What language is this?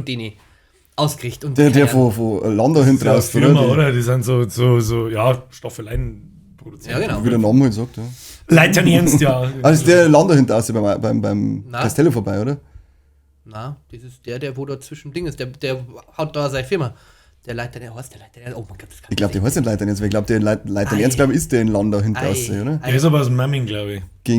Bavarian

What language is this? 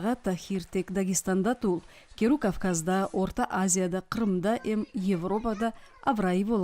Nogai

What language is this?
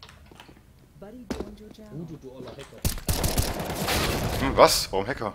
German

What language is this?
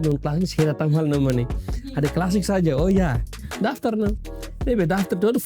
Tetum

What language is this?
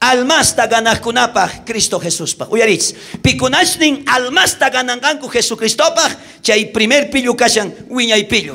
South Bolivian Quechua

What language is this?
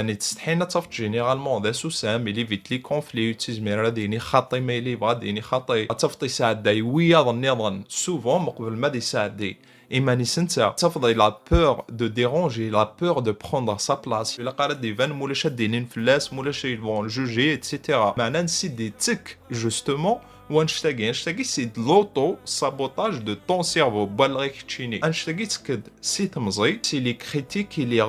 Kabyle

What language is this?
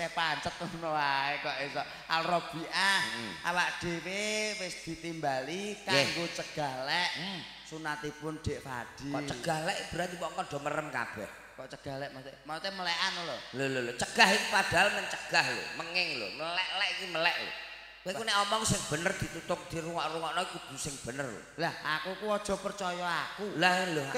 Javanese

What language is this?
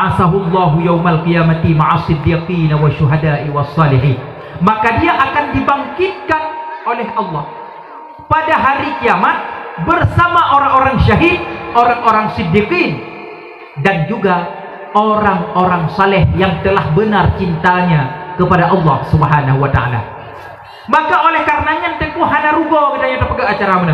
Achinese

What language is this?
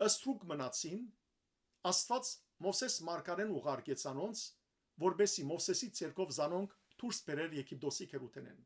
Western Armenian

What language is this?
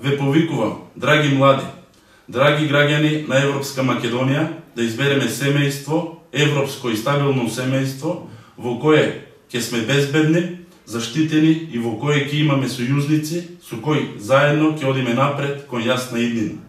Macedonian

